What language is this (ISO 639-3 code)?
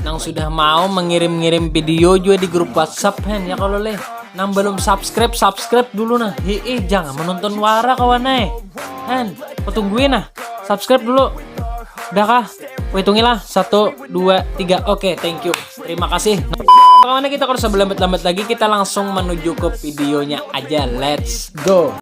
bjn